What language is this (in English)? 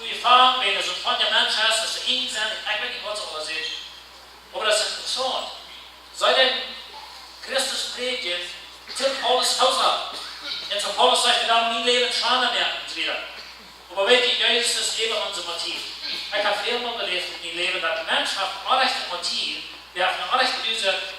Plautdietsch